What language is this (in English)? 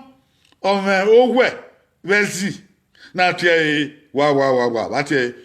Bini